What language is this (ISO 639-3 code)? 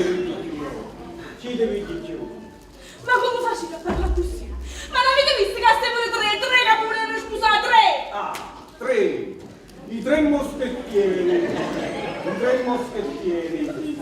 nap